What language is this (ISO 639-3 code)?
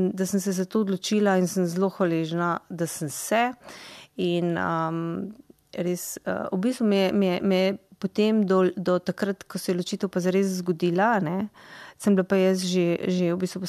slv